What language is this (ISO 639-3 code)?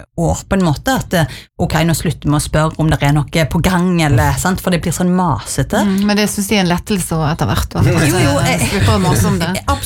nor